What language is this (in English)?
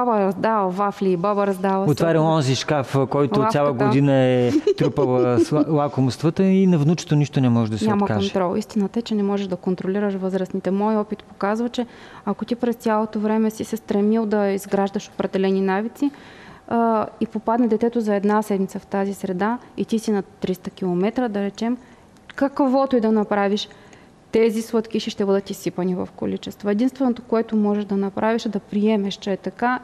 Bulgarian